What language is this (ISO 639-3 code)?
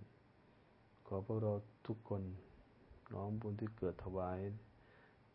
tha